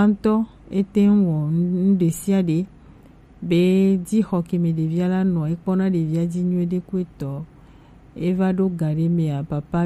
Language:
Gen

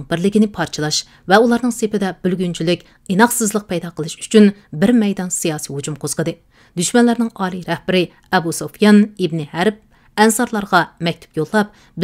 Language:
Uyghur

